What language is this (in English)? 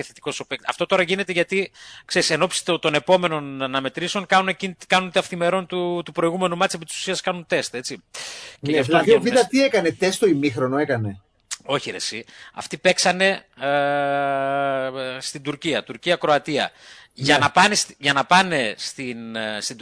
Greek